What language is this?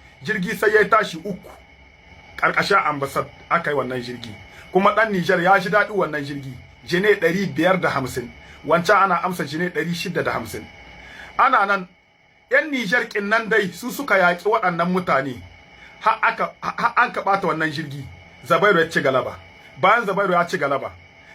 Hausa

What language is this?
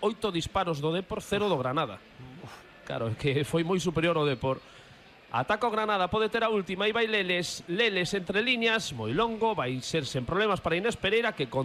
Galician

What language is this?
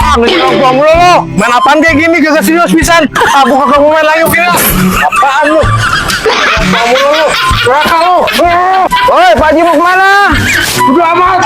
Betawi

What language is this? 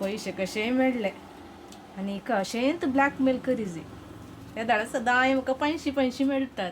Konkani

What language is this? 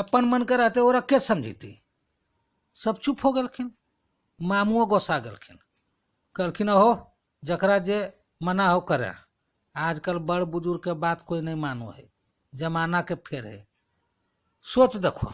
Magahi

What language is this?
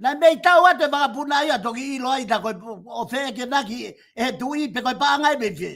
Tongan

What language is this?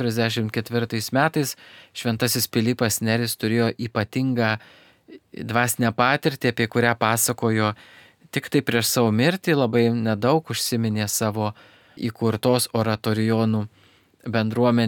Lithuanian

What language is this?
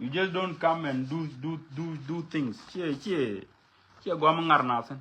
Nuer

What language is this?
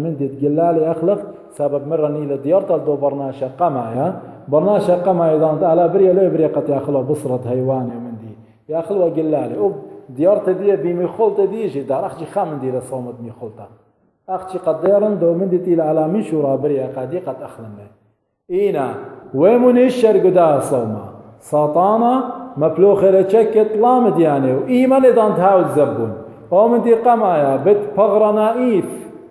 Assyrian Neo-Aramaic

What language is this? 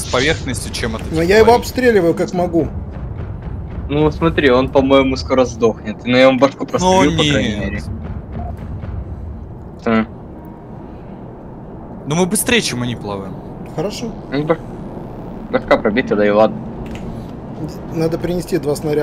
Russian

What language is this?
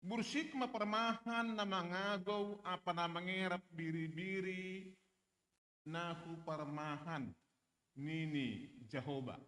Batak Simalungun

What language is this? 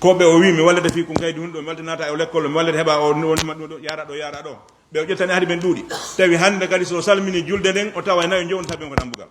Fula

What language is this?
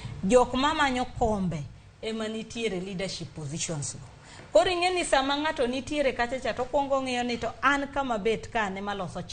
Luo (Kenya and Tanzania)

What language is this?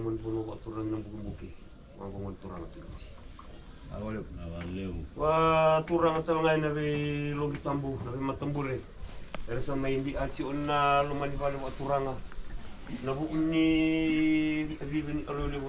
Fijian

